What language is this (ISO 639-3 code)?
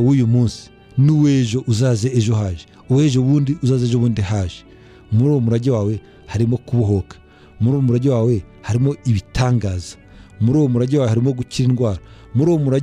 kin